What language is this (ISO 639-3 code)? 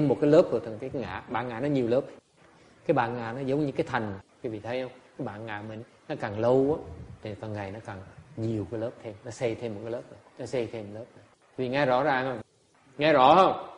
vie